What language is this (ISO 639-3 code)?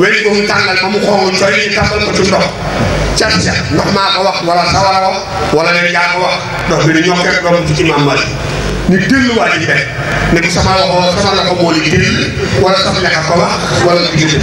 wol